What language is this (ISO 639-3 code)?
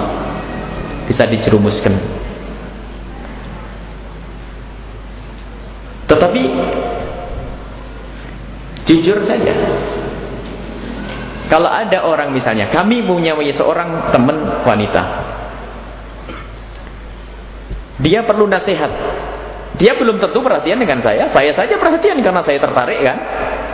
ind